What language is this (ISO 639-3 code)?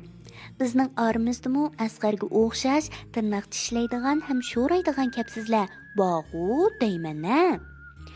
uig